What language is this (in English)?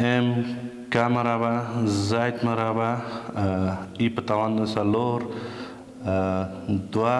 Pashto